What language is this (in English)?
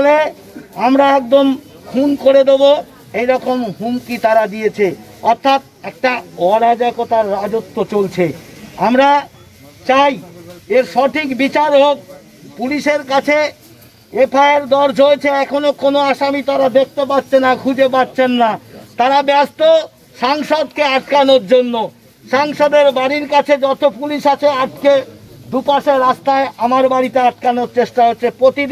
Bangla